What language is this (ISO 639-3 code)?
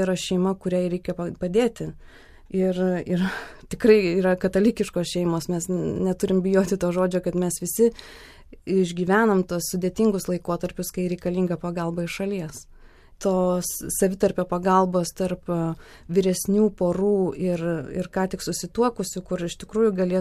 lit